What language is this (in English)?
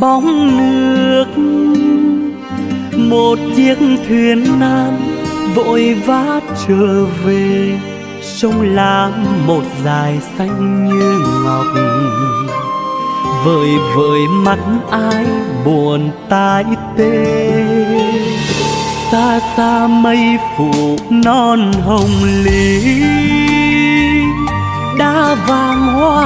Vietnamese